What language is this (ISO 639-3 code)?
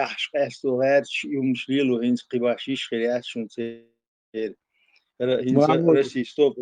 che